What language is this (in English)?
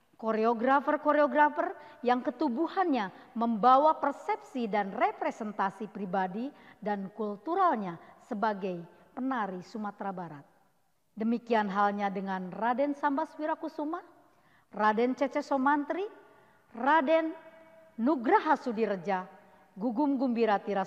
Indonesian